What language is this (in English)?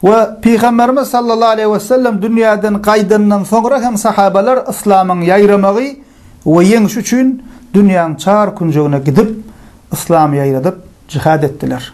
Turkmen